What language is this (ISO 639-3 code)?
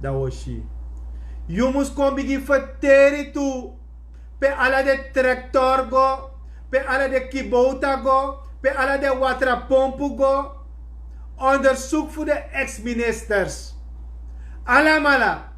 srn